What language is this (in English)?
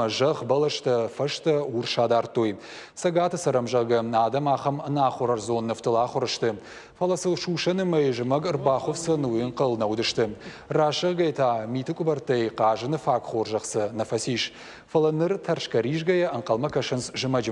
Ossetic